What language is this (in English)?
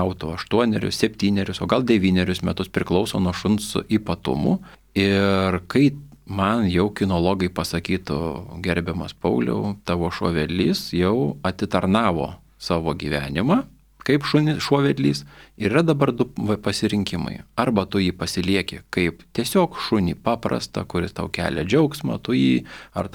Lithuanian